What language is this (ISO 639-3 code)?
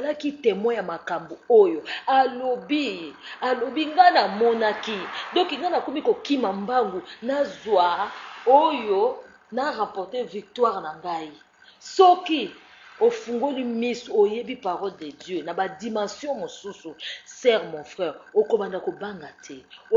lin